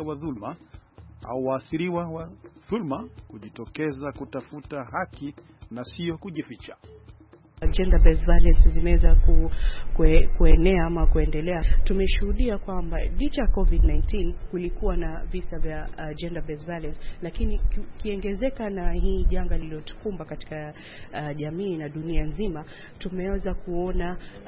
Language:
Swahili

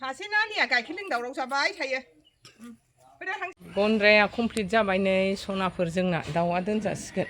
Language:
Bodo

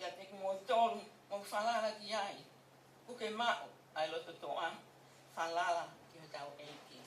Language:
Tongan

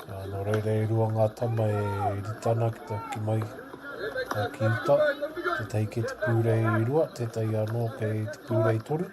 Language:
Māori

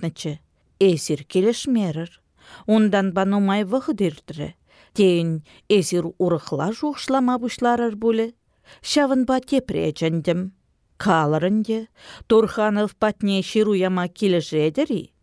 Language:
Chuvash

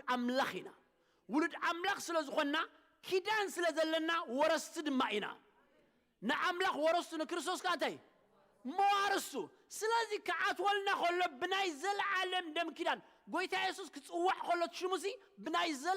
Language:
Tigrinya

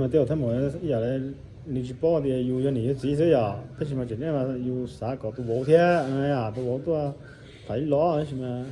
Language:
Hmong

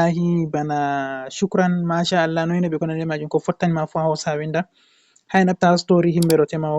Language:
Fula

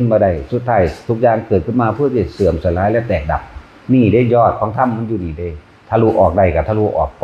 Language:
Northeastern Thai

